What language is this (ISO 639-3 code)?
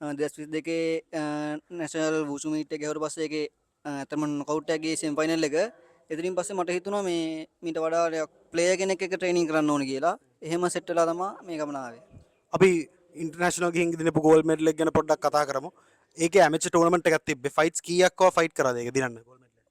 sin